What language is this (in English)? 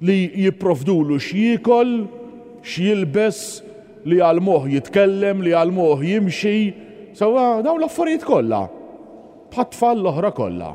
Maltese